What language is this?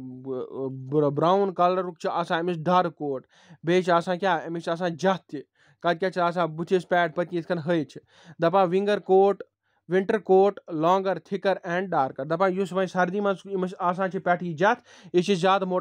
Kashmiri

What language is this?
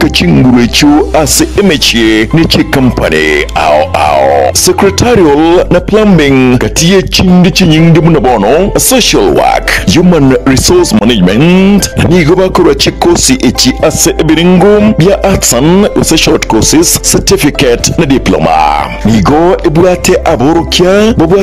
Gusii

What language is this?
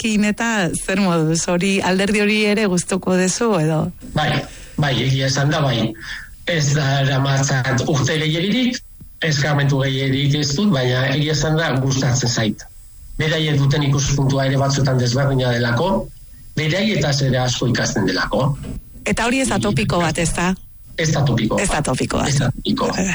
Basque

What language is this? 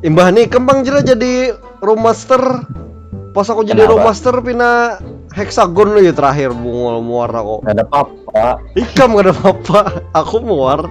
Banjar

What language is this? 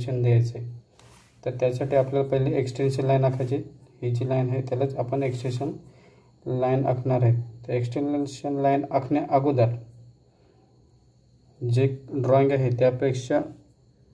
Marathi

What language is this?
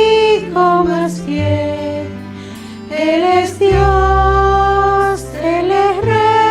South Bolivian Quechua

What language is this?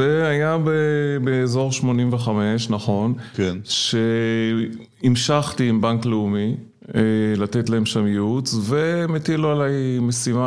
Hebrew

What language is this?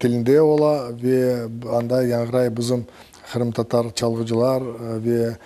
Crimean Tatar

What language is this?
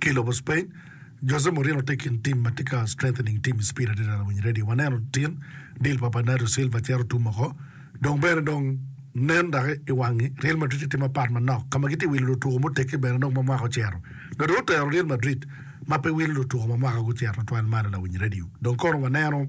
Acoli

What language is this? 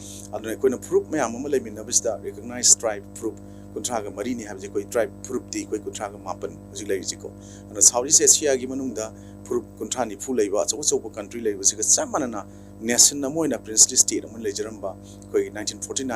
Manipuri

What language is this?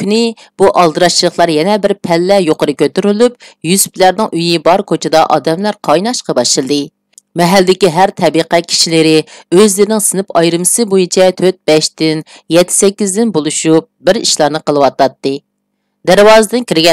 Uyghur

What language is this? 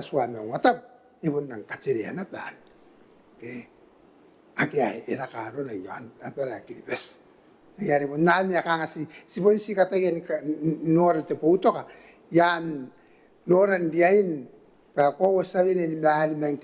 Gilbertese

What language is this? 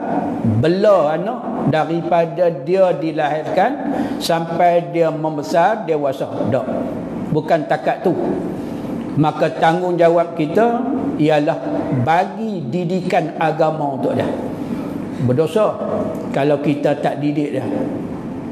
Malay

